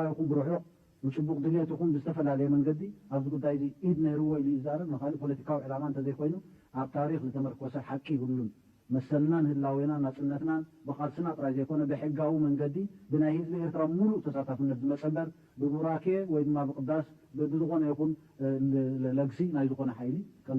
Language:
Tigrinya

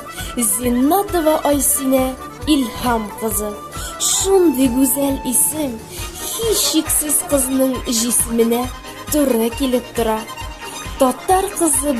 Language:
Bashkir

